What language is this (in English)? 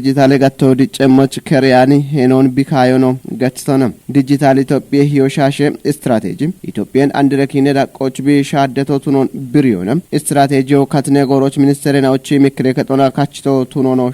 Kafa